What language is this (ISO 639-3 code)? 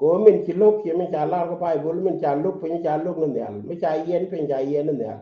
nus